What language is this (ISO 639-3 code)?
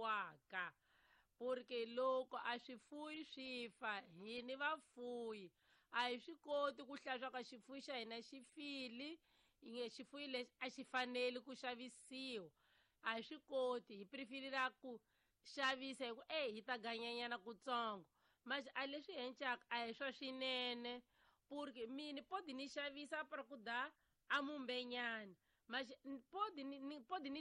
tso